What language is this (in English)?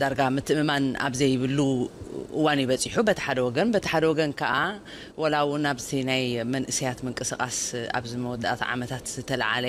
Tigrinya